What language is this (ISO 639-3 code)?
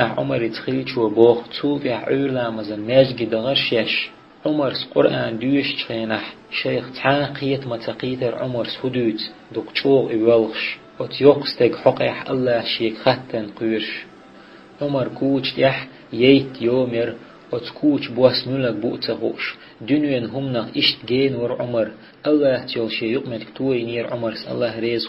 che